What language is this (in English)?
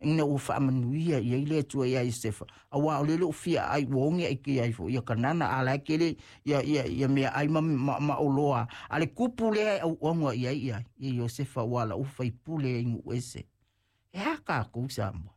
Samoan